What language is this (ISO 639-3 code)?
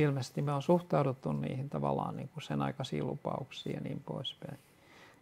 fin